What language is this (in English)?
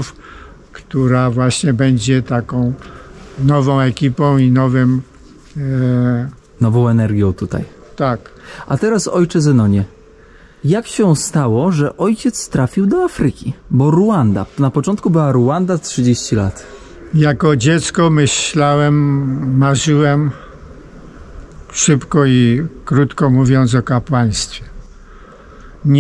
Polish